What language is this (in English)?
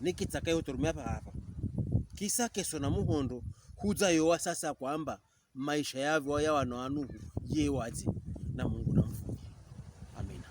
Pokomo